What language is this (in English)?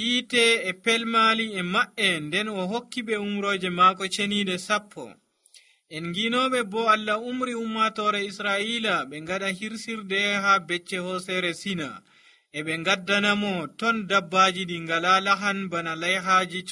Nigerian Fulfulde